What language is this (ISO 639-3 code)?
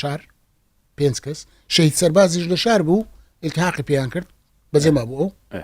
ckb